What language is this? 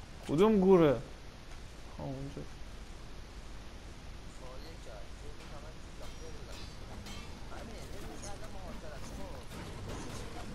Persian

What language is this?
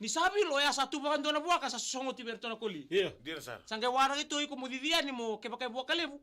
Fijian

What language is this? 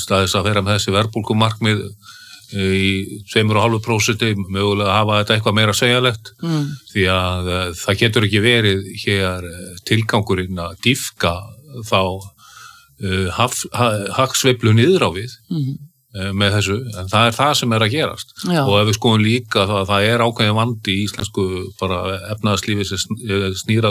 Icelandic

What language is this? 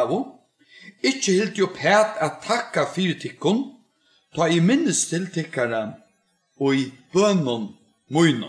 Faroese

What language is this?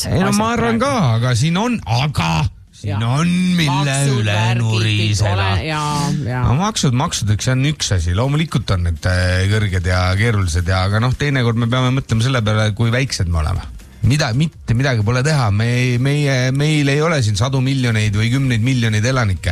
Estonian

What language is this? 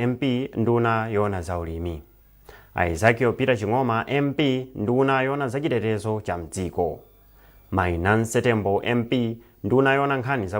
Nyanja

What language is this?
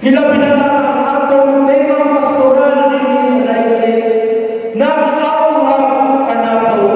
Cebuano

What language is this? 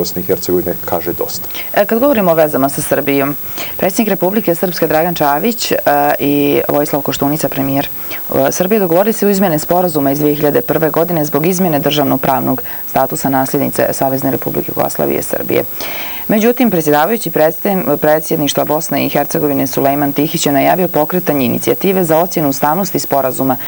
Serbian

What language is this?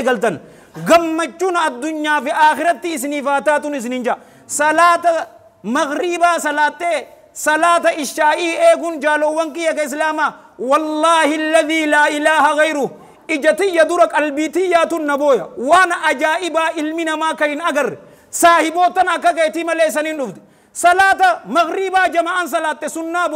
Oromo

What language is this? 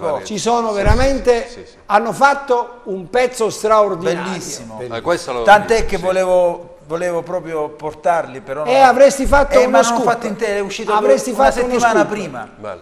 Italian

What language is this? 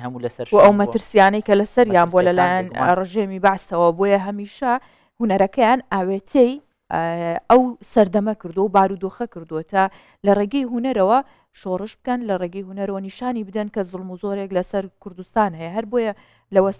Central Kurdish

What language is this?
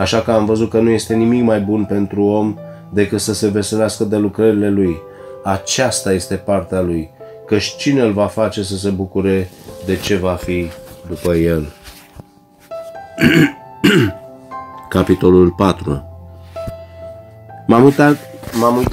Romanian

